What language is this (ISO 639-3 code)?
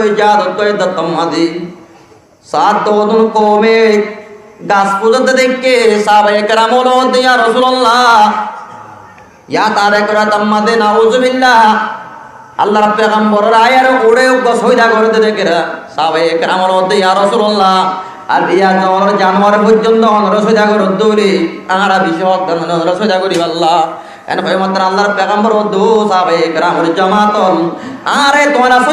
rhg